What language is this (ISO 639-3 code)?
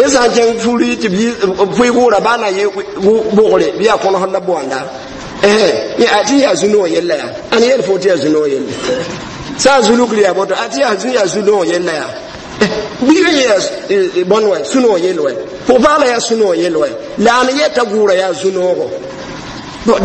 mos